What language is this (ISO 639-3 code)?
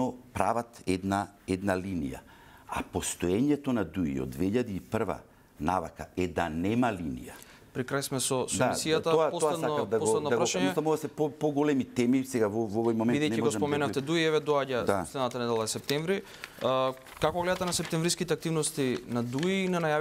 mkd